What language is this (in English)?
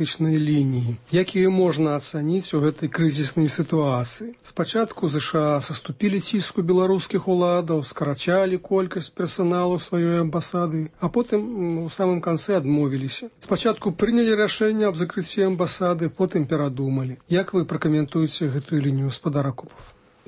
Belarusian